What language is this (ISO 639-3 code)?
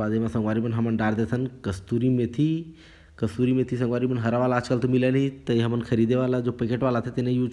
hne